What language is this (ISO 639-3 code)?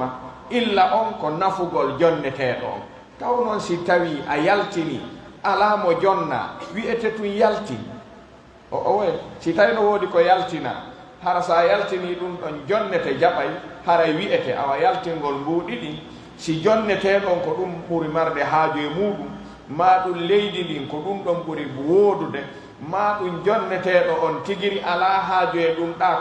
fuf